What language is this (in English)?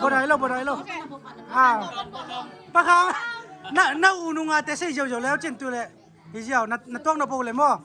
Tedim Chin